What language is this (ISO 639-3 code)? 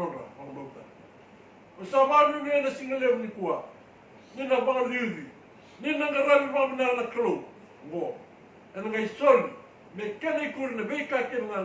fij